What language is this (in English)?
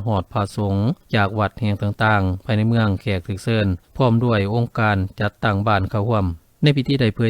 Lao